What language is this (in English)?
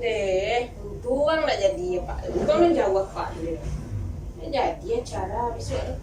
Minangkabau